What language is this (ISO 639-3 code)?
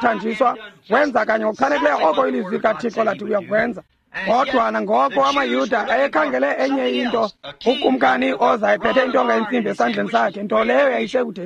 xho